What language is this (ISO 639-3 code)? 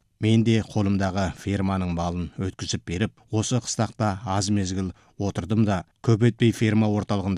kaz